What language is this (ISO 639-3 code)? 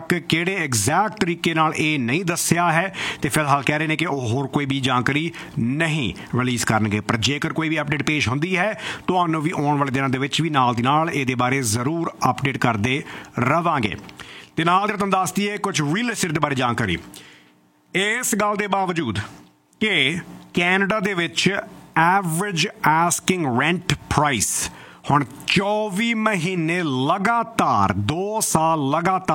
pan